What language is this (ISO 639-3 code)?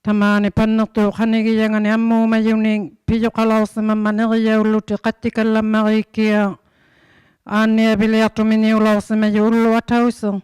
iku